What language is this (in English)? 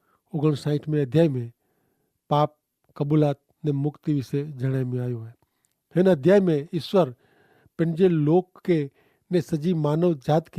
Kachhi